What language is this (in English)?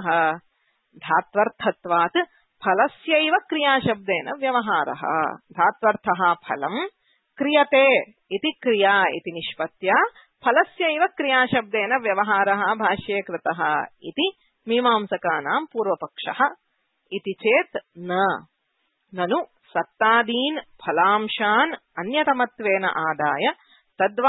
Sanskrit